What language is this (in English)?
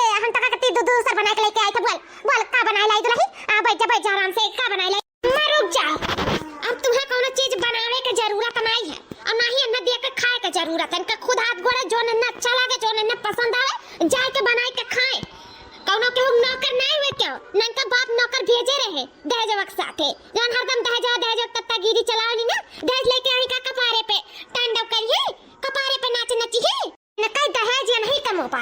Awadhi